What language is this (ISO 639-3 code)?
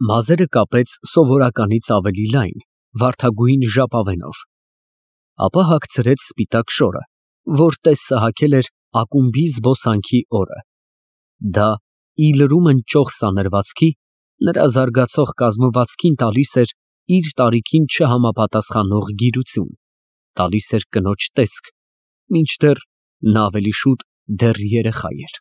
hye